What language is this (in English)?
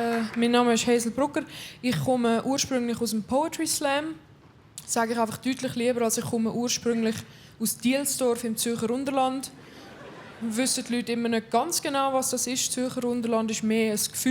Swiss German